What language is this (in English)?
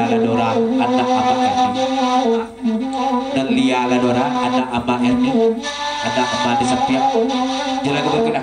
Minangkabau